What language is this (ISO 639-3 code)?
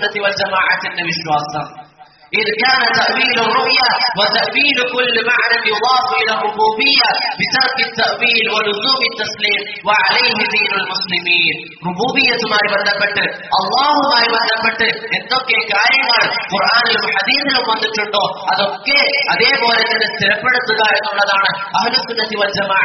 mal